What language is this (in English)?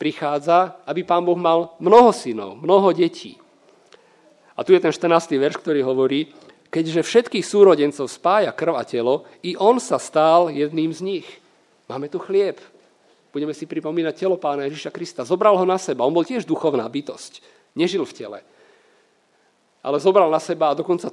Slovak